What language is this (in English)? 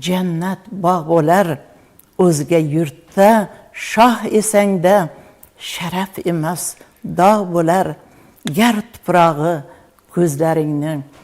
Uzbek